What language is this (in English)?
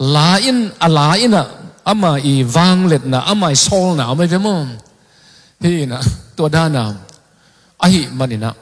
Tedim Chin